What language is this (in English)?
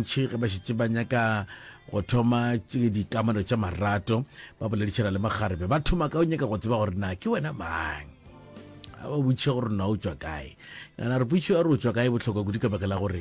Northern Sotho